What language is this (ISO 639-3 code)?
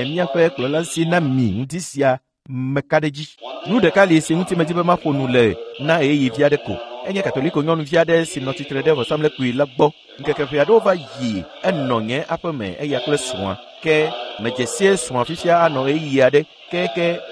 ewe